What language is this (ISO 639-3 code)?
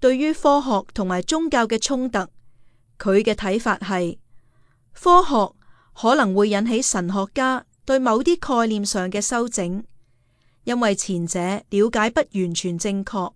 yue